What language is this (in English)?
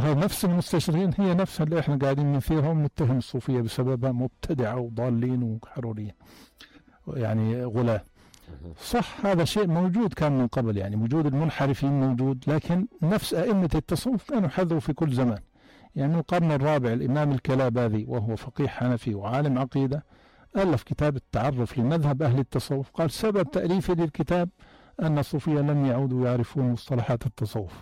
North Levantine Arabic